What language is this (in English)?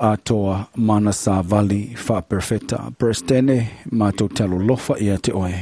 Samoan